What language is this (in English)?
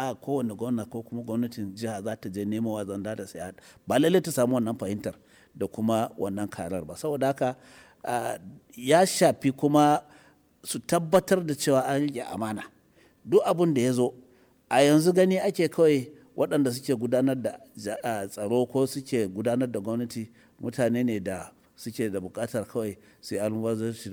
Hausa